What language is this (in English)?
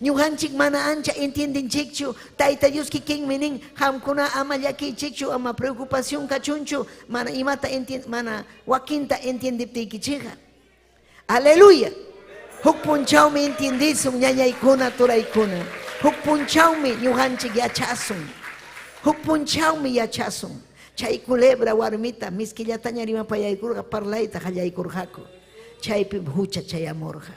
Ayacucho Quechua